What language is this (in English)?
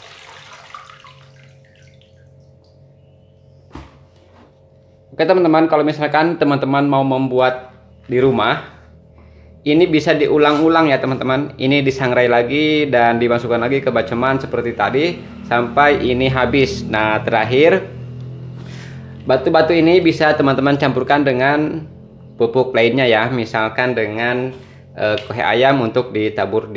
Indonesian